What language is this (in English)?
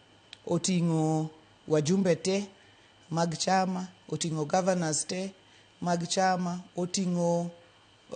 Luo (Kenya and Tanzania)